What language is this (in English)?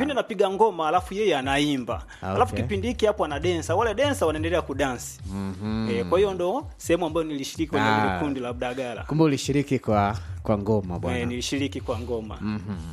Swahili